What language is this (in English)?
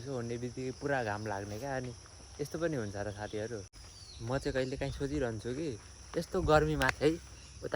Nepali